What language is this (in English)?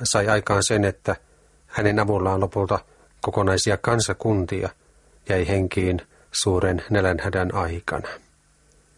Finnish